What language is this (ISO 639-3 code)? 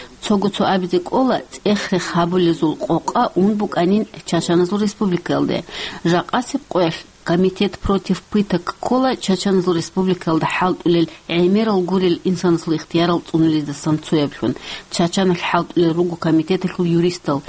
ava